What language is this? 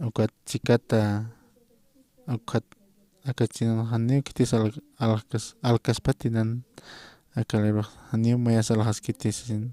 Aymara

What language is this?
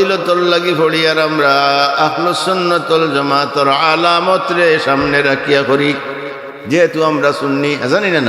Sylheti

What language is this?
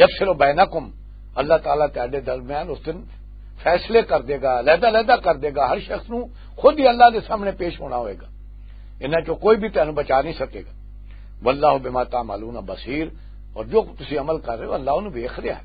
Western Panjabi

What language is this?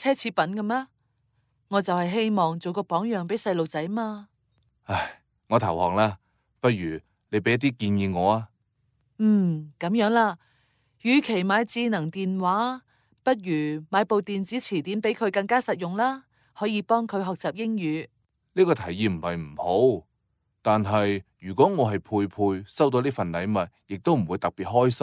Cantonese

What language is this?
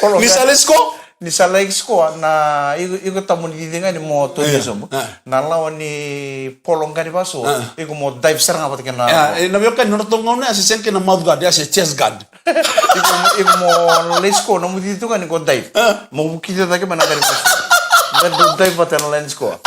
Fijian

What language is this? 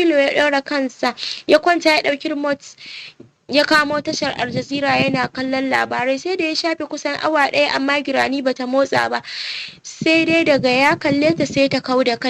Hausa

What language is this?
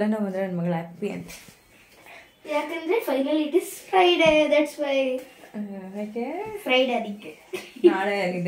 Kannada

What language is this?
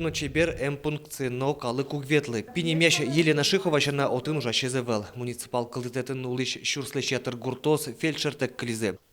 Udmurt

